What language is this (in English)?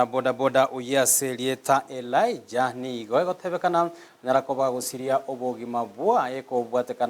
Gusii